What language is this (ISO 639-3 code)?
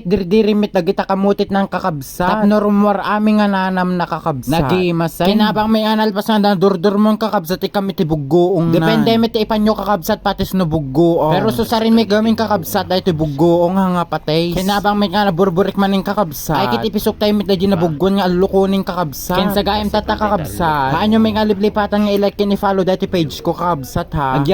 ilo